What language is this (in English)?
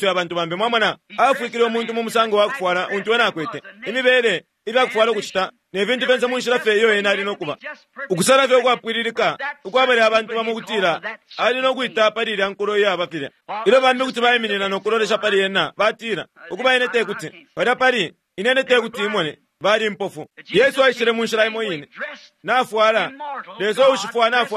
Bemba